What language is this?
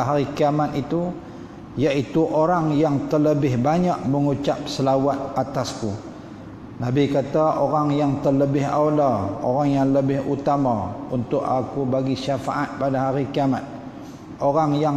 Malay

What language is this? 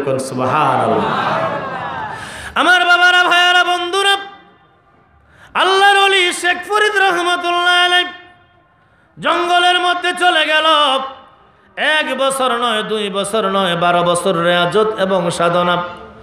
Bangla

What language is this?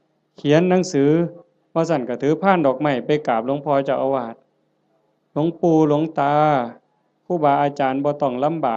Lao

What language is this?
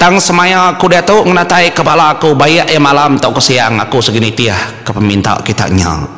Iban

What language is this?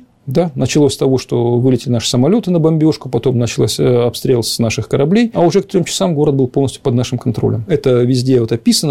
Russian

